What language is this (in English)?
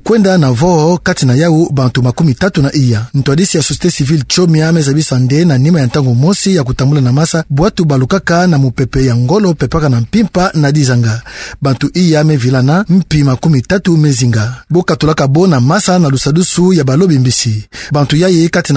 Kituba (Democratic Republic of Congo)